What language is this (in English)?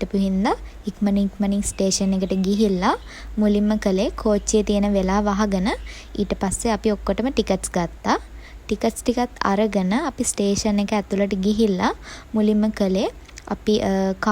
Sinhala